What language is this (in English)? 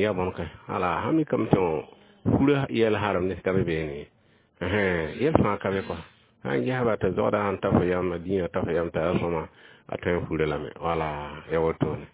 Mossi